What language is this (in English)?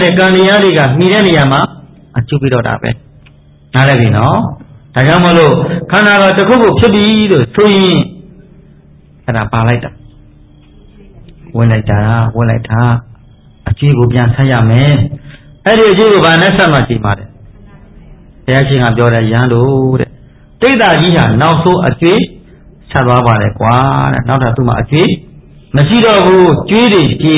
Burmese